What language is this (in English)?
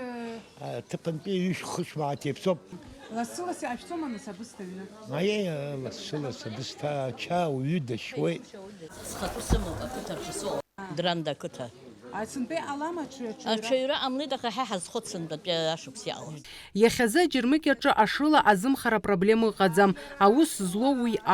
Abkhazian